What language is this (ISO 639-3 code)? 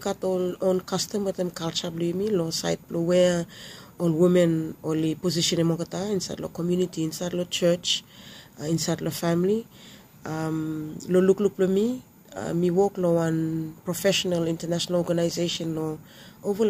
bis